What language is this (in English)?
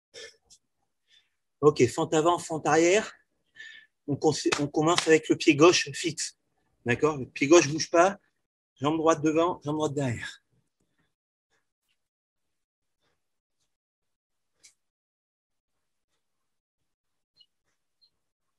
French